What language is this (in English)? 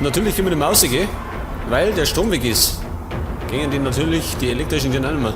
Bavarian